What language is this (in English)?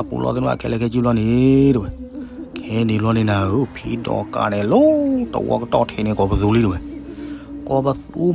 S'gaw Karen